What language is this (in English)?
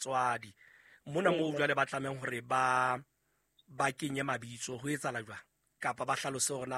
Southern Sotho